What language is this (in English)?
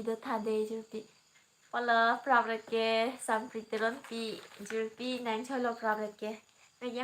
Karbi